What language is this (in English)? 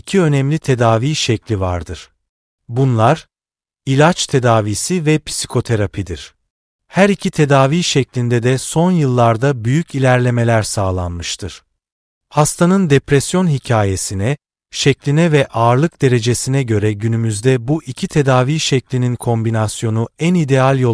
Turkish